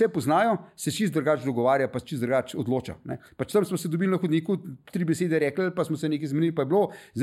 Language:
Slovenian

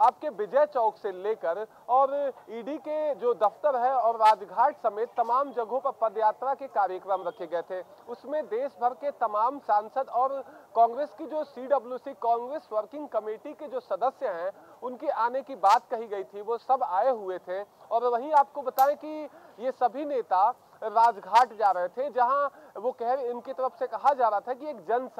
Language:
Hindi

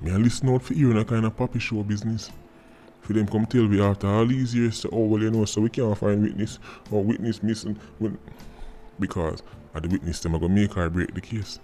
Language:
Jamaican Creole English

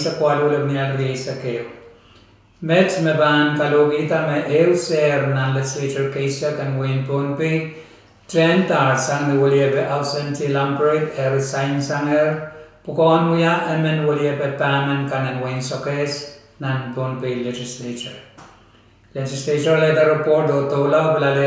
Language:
Pohnpeian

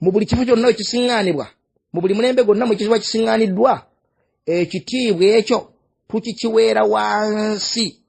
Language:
Ganda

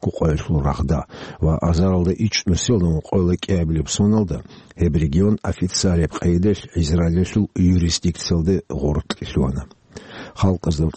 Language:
Avaric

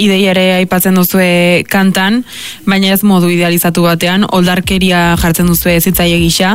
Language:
Basque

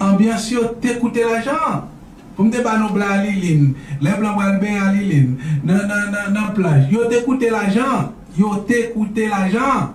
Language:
Haitian Creole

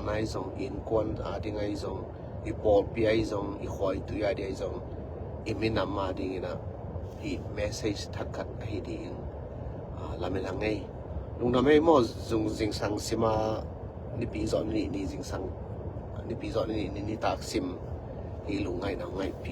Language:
Tedim Chin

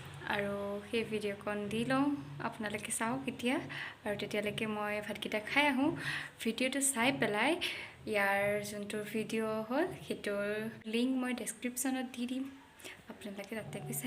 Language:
Assamese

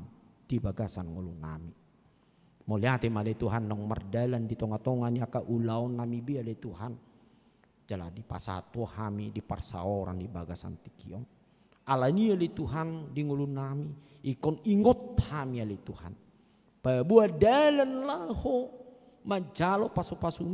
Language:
Batak Toba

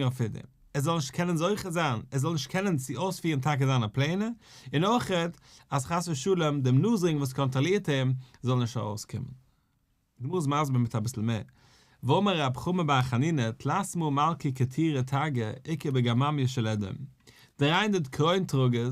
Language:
Yiddish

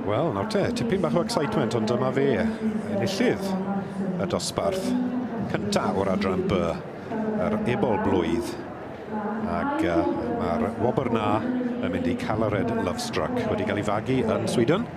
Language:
Welsh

